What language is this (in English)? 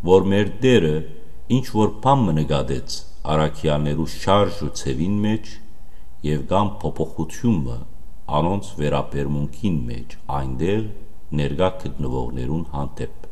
Western Armenian